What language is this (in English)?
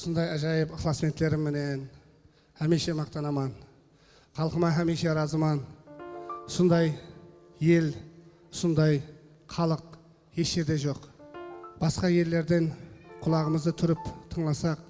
Kara-Kalpak